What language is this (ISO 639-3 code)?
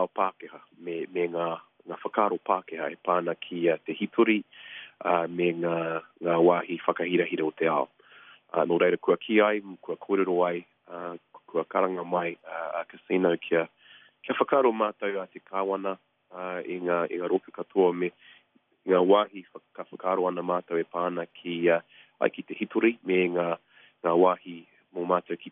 mri